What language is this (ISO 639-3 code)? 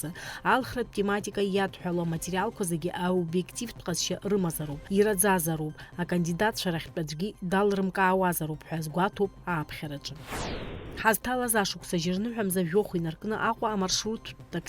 abk